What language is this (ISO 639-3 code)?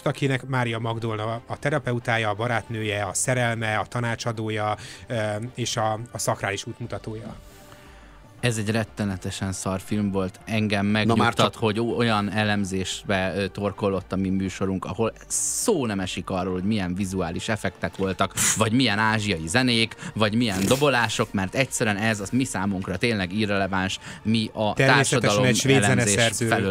hun